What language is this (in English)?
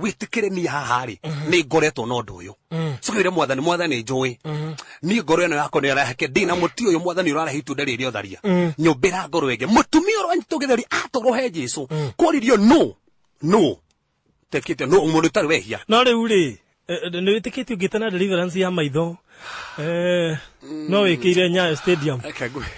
Kikuyu